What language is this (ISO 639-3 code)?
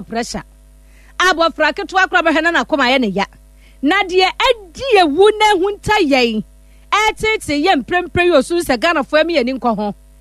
aka